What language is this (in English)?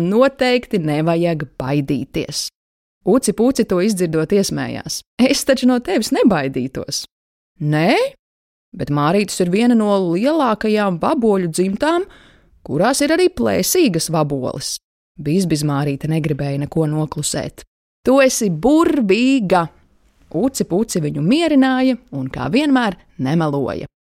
Latvian